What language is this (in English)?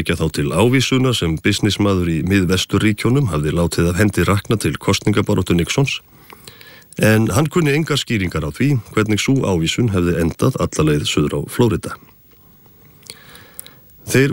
Icelandic